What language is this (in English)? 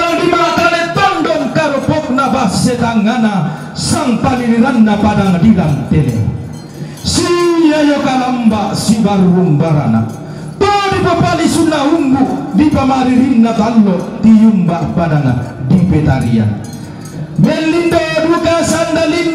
Toraja-Sa'dan